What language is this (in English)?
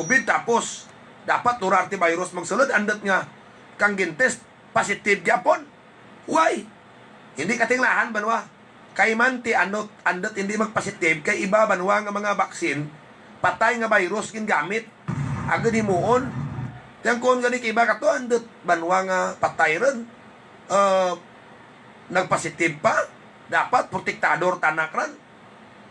Hiligaynon